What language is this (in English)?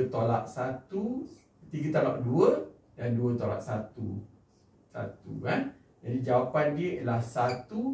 Malay